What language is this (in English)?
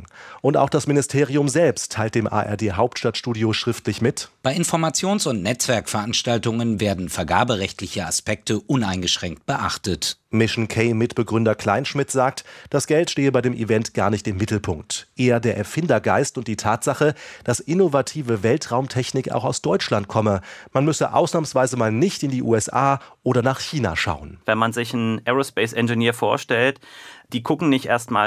German